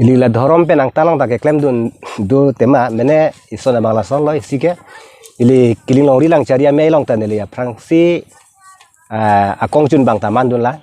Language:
Karbi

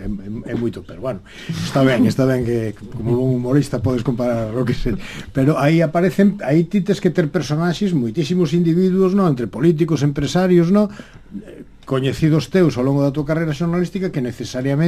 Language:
Galician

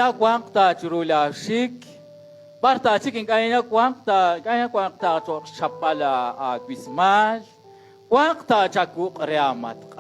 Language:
Kekchí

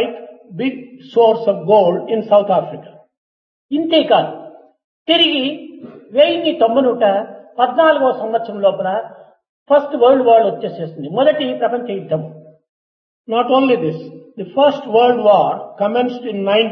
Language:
Telugu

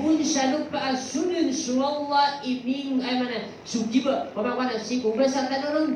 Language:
Maranao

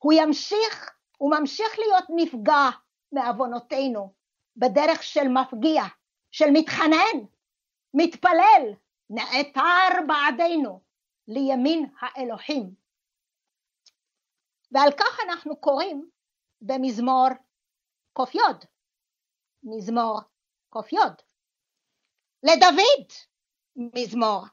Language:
Hebrew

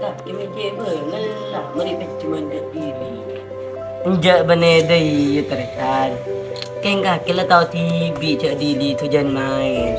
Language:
Madurese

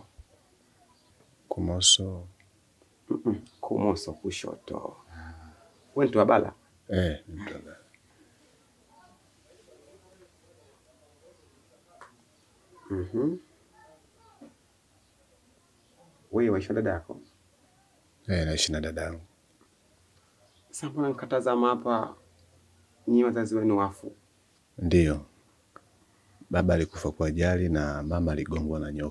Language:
Swahili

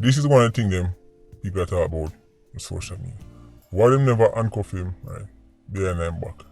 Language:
Jamaican Creole English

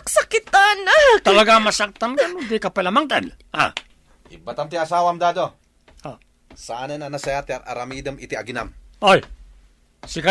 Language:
Iloko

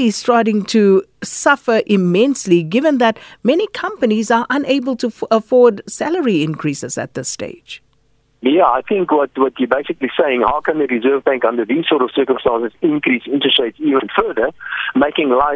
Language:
English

